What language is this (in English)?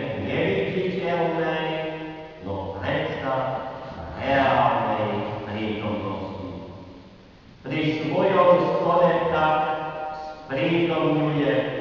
Slovak